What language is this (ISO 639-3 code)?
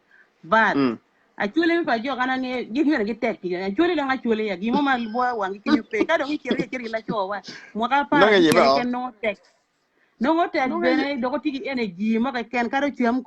ach